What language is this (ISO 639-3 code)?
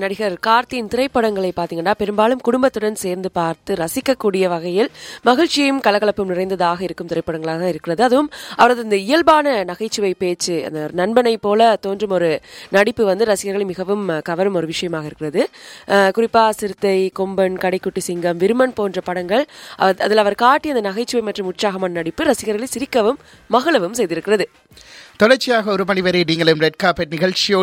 tam